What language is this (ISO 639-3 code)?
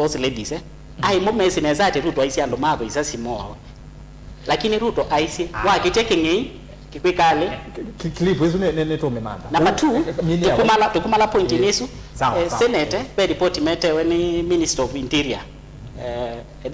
kam